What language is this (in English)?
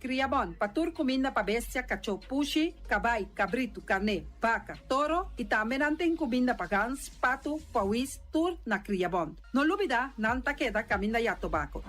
Papiamento